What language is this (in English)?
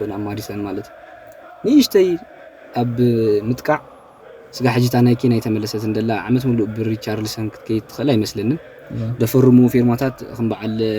Tigrinya